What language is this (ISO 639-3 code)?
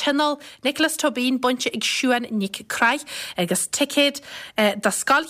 gle